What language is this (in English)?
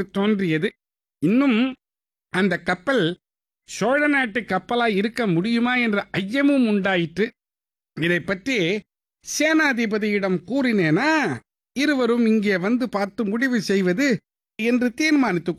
Tamil